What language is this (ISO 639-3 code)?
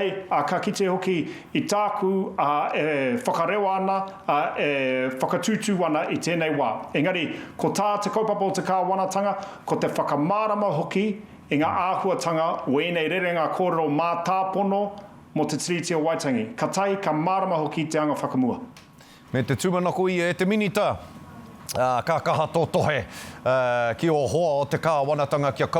mri